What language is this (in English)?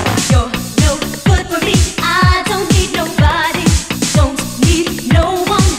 English